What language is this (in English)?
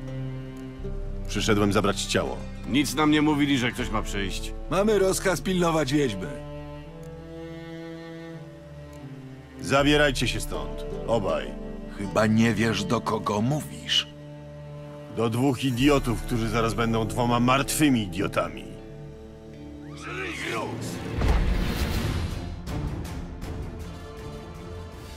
Polish